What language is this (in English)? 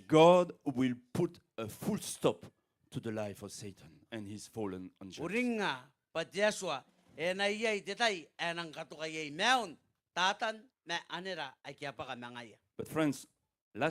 Gilbertese